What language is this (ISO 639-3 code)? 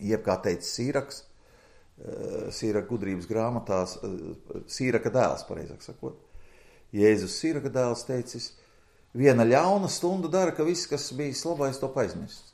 lav